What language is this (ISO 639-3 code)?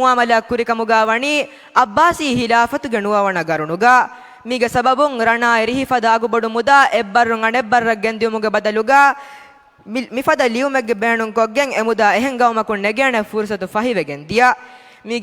div